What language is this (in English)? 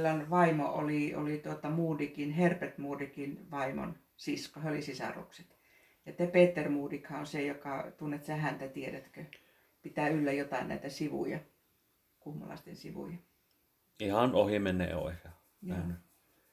Finnish